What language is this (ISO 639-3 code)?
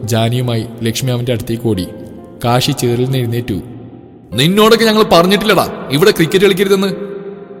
mal